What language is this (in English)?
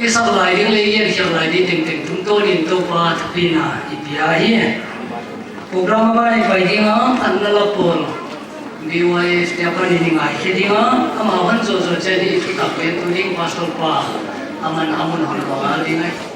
Paite Chin